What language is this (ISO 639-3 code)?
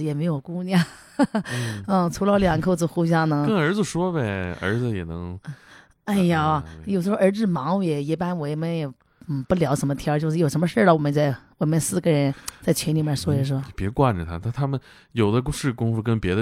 zho